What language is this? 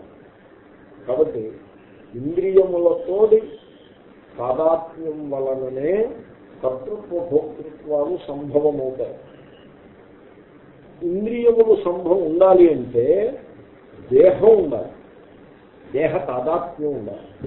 Telugu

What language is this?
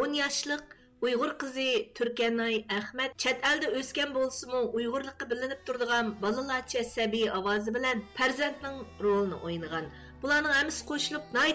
Uyghur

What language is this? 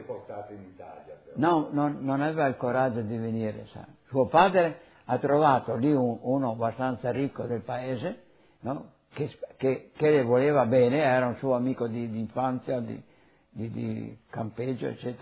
Italian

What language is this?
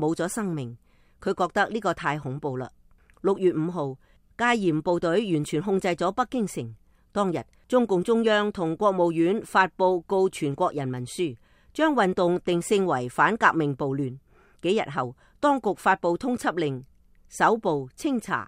Cantonese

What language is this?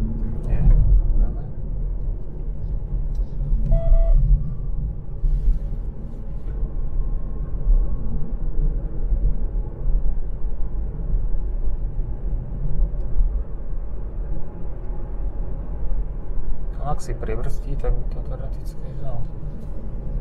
Slovak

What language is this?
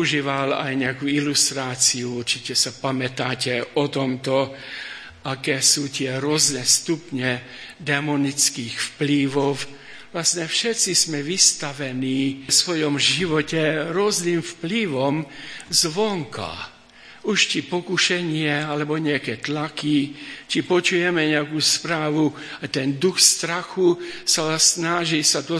Slovak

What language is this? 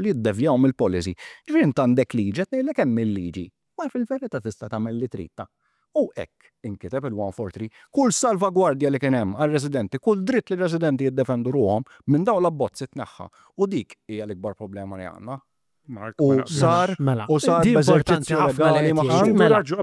Maltese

